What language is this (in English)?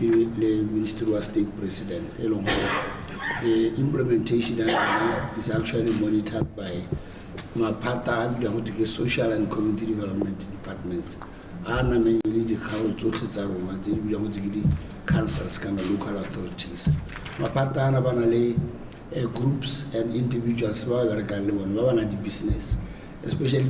Tswana